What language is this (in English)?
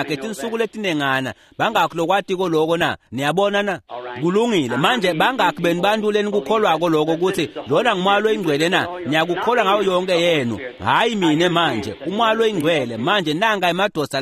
Swati